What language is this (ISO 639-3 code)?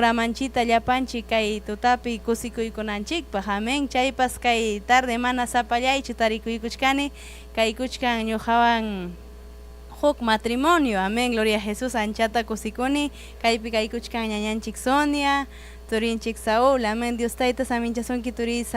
quy